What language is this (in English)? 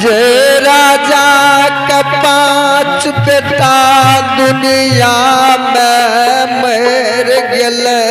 Maithili